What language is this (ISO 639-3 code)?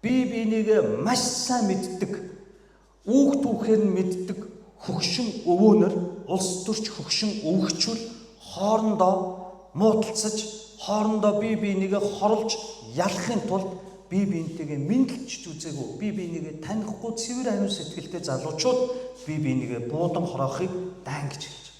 mon